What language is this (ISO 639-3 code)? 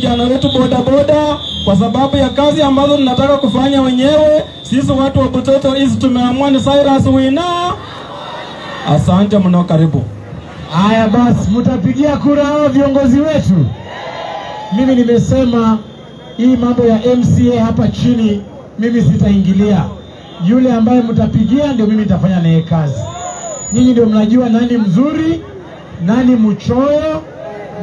swa